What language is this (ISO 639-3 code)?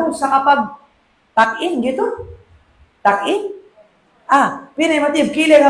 mrw